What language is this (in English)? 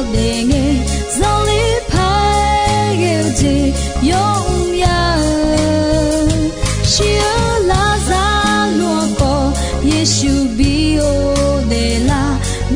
Akha